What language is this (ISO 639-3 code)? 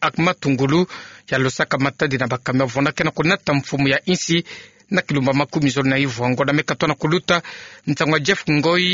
ktu